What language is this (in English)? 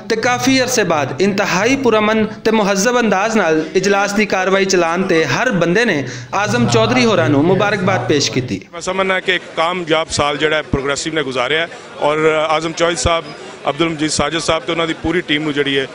Western Panjabi